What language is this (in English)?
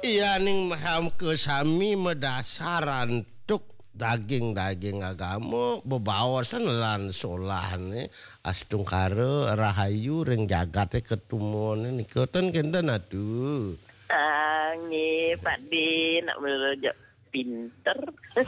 Balinese